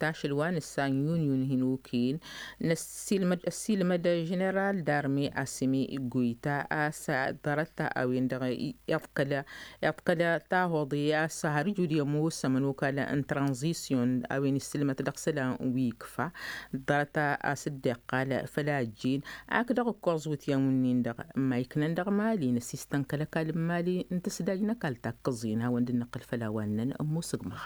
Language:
Tamasheq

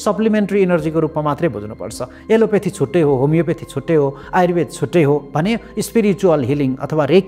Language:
Nepali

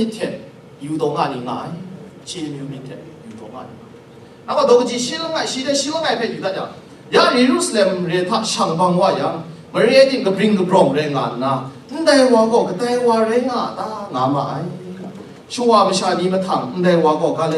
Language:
Kachin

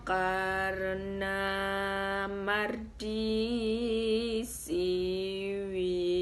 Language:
Javanese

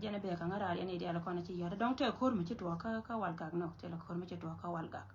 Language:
Nuer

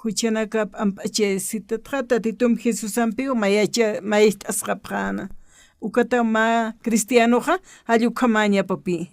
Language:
Aymara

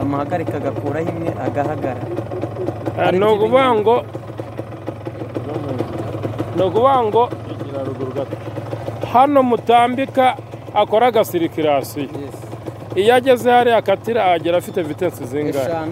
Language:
Kinyarwanda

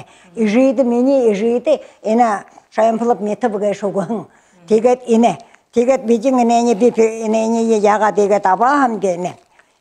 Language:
Buriat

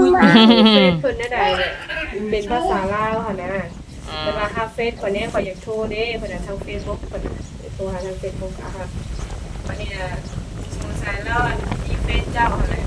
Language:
Northeastern Thai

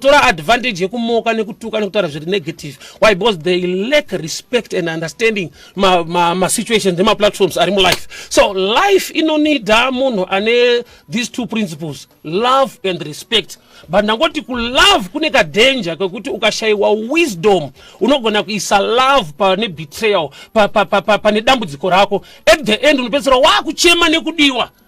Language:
Shona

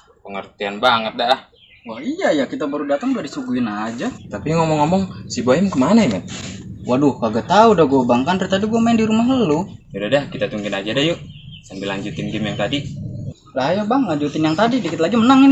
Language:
Betawi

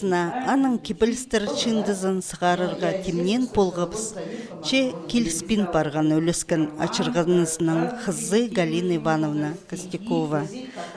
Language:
Khakas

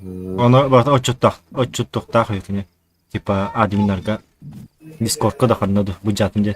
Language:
Yakut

